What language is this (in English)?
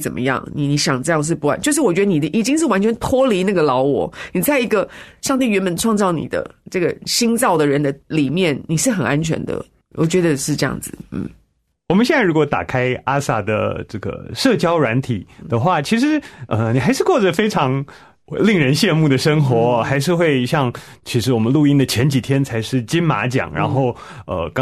Chinese